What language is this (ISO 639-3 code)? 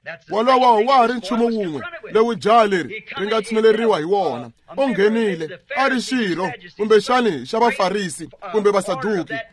tso